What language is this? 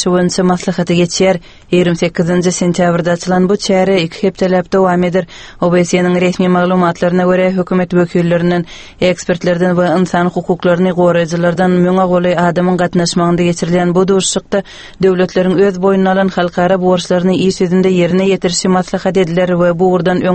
Turkmen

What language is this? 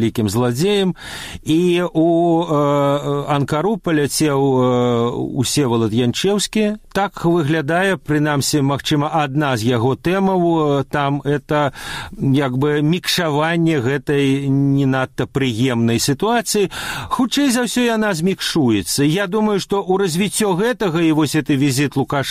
Belarusian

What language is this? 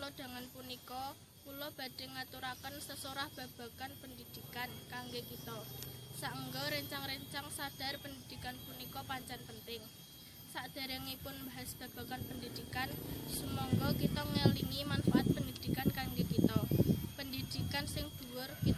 Javanese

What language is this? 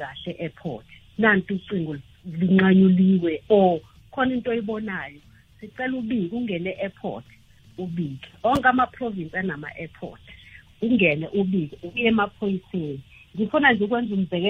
South Ndebele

